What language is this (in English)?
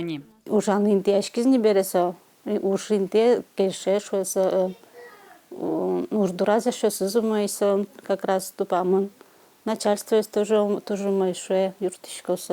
Udmurt